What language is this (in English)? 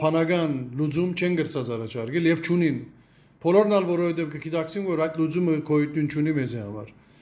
Western Armenian